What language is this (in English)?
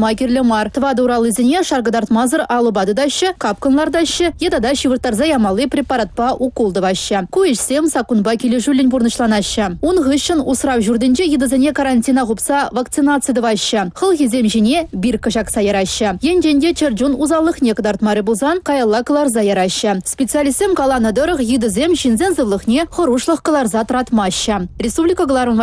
Chuvash